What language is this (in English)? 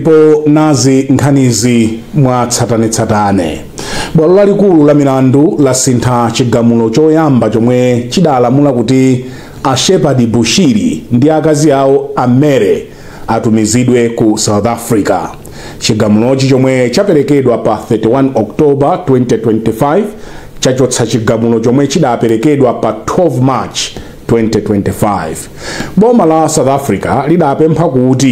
Nyanja